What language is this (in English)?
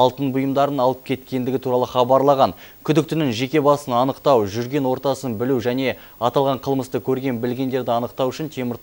Kazakh